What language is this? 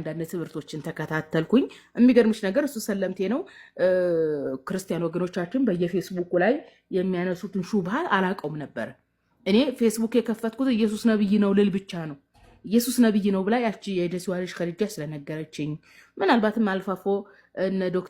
Amharic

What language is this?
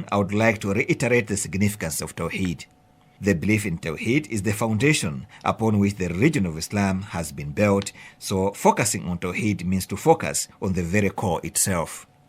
English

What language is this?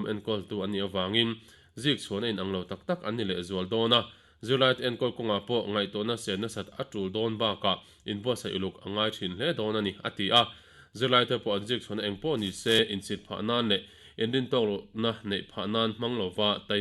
Mizo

